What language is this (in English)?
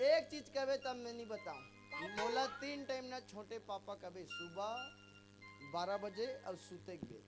Chhattisgarhi